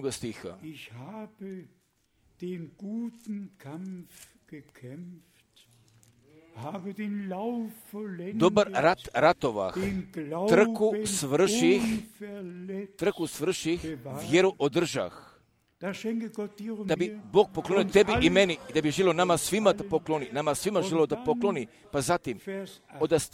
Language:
Croatian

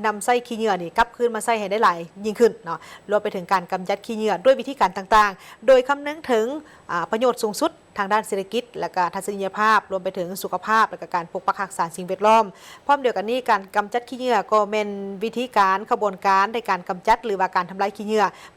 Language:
Lao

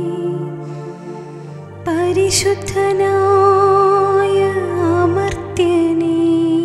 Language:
Malayalam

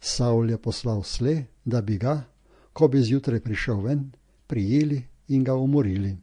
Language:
Slovenian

